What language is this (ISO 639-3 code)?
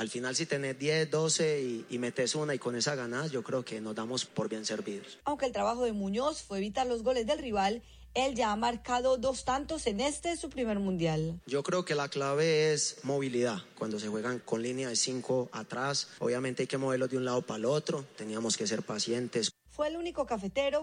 spa